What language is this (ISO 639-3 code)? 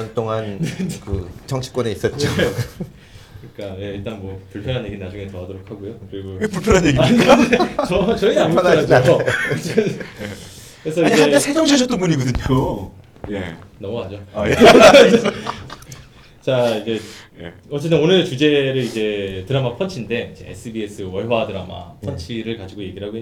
kor